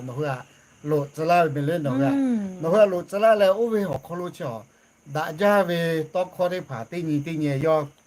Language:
Lahu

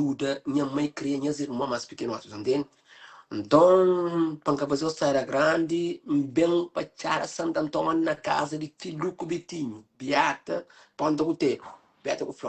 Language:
Kabuverdianu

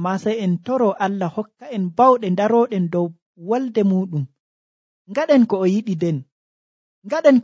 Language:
Nigerian Fulfulde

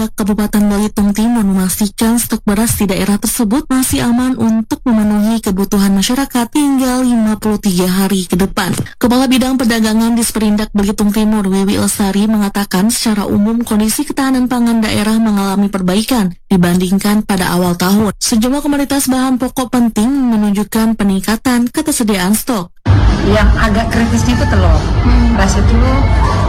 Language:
Indonesian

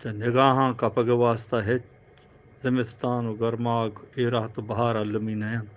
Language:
Eastern Balochi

